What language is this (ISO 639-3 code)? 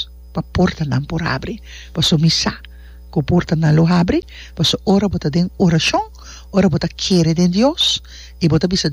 pap